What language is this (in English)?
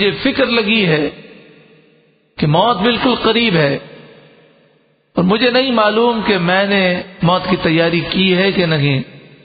Urdu